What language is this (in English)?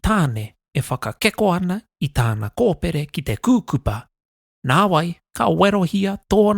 Māori